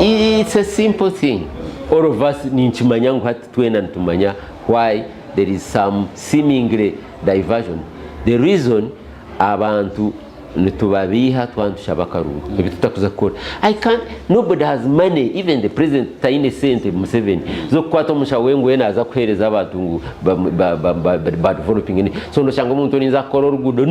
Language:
Nyankole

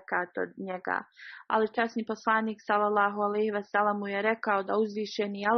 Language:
Bosnian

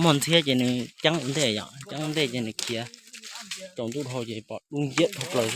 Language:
Hmong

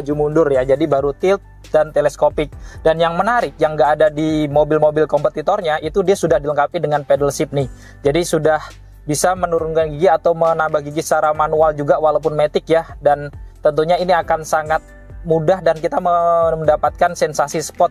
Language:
Indonesian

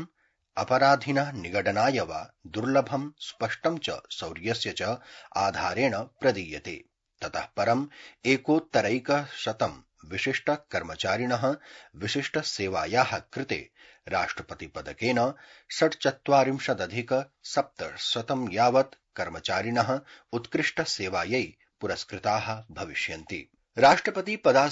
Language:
Sanskrit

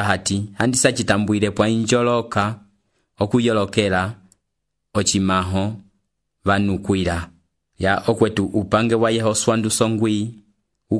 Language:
Umbundu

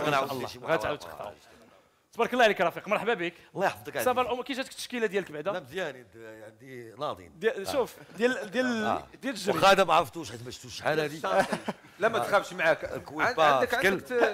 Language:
Moroccan Arabic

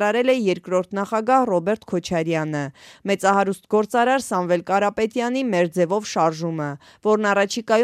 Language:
Armenian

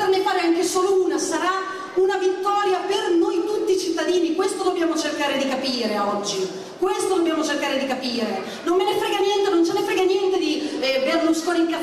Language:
Italian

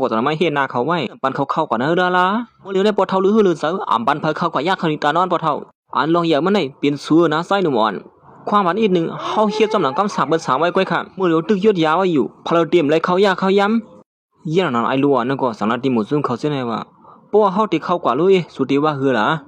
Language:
Shan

